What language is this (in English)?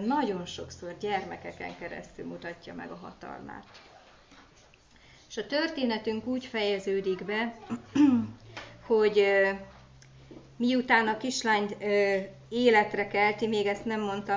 Hungarian